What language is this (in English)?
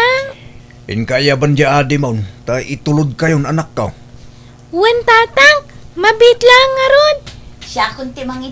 Iloko